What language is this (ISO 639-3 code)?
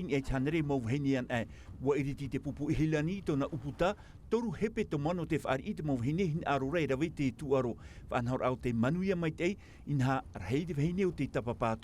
tah